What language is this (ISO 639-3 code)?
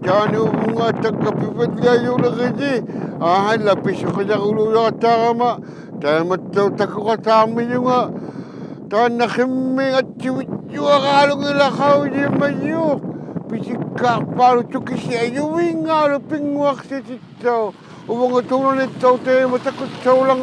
iku